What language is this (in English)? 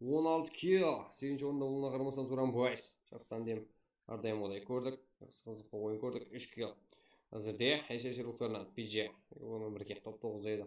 Kara-Kalpak